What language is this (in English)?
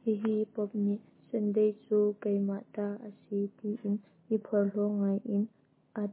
Hakha Chin